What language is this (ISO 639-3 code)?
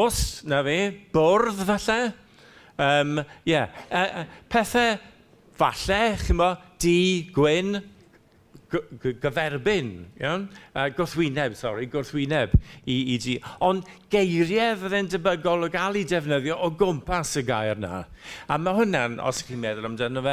cym